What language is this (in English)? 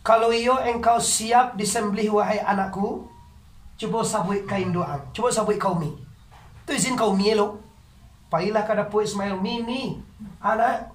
Minangkabau